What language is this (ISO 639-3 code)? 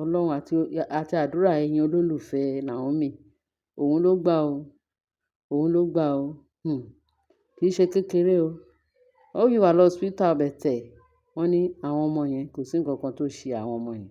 yor